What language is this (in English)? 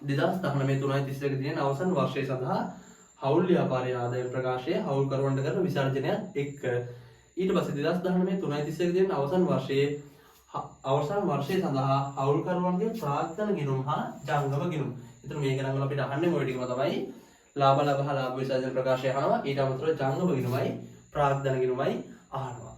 Sinhala